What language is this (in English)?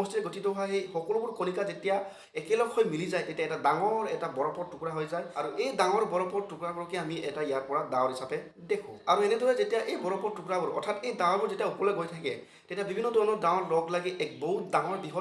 Assamese